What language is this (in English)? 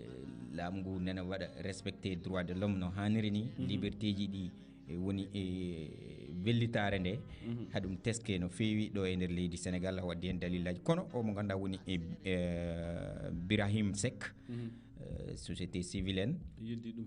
Fula